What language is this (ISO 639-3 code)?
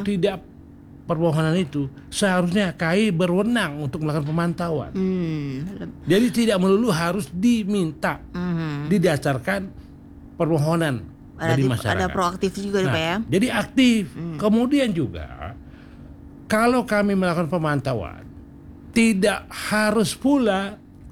ind